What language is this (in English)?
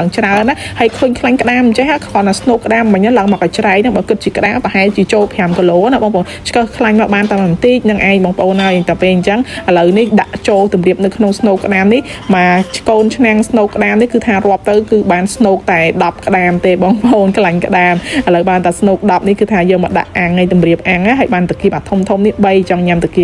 Khmer